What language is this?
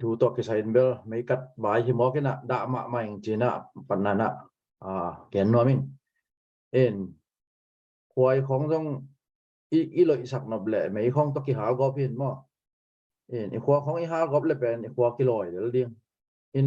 Tedim Chin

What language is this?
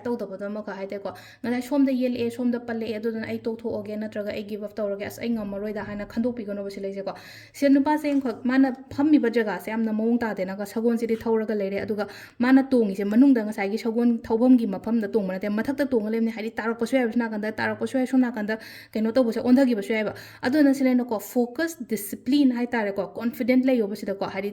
Manipuri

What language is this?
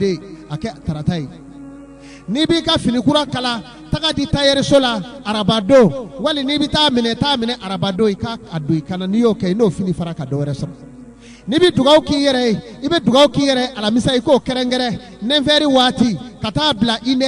Bambara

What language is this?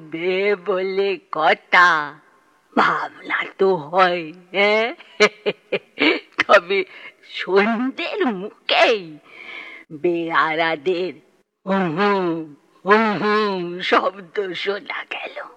Bangla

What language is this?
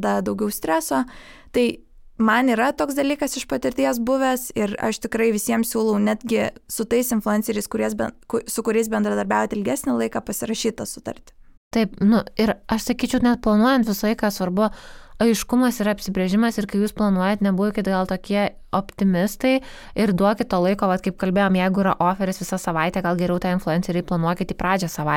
Lithuanian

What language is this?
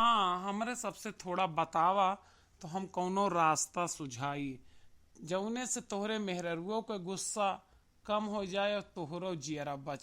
Awadhi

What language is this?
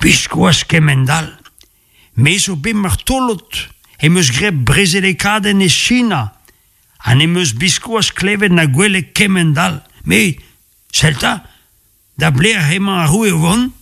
Breton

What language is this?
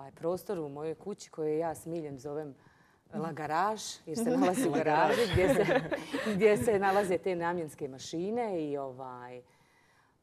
Croatian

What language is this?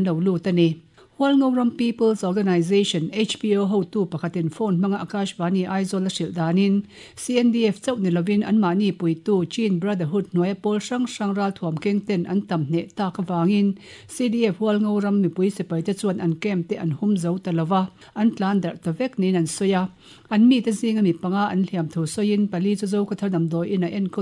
Mizo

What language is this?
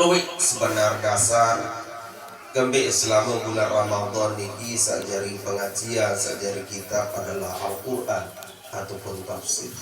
Sasak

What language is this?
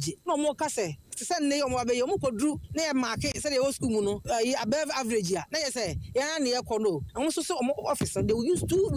Akan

